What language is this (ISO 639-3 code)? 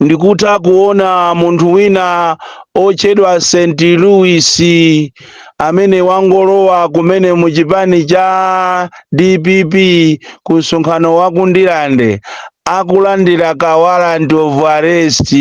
nya